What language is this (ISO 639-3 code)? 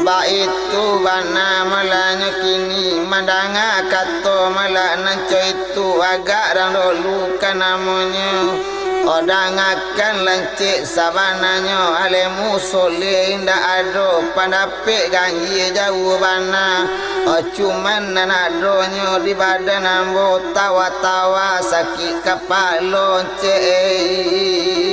min